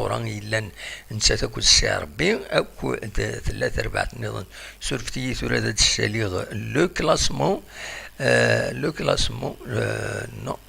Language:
Kabyle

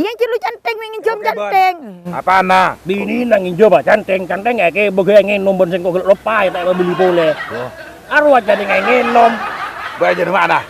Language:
Madurese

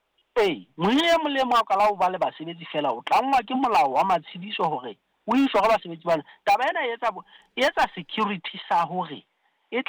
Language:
Southern Sotho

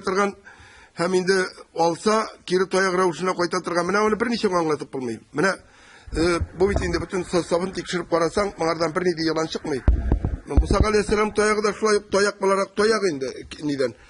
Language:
Tatar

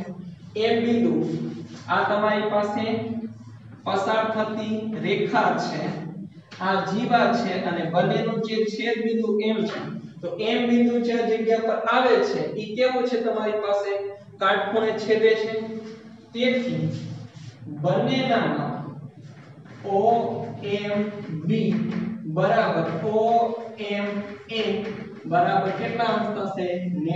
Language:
Gujarati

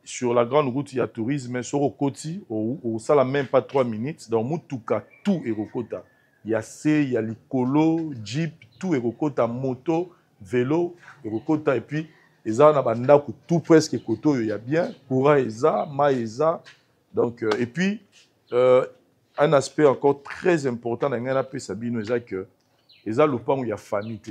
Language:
Lingala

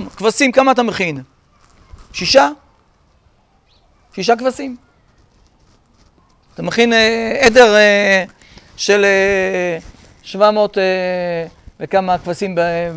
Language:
Hebrew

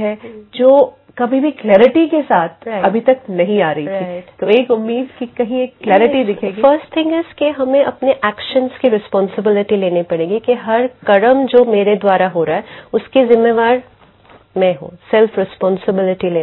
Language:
Hindi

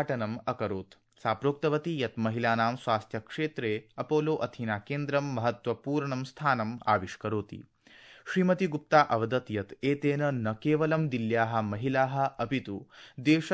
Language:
Sanskrit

